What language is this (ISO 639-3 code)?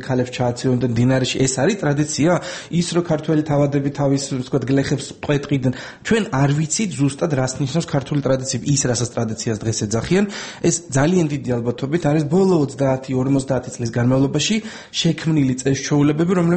kat